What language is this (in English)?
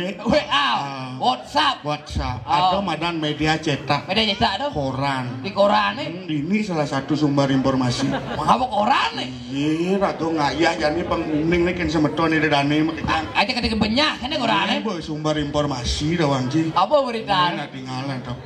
Balinese